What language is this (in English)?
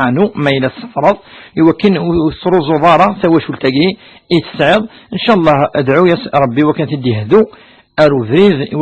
Kabyle